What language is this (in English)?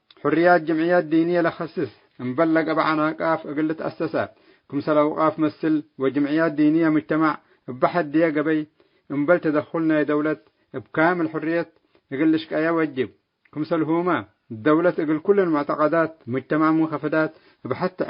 Tigre